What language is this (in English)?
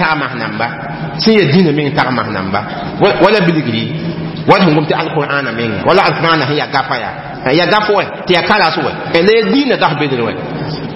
Mossi